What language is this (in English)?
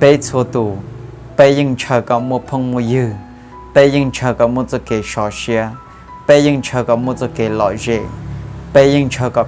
Hmong